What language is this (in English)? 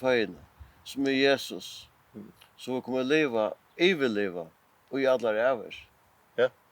Faroese